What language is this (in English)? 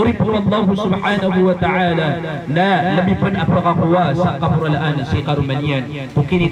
Maranao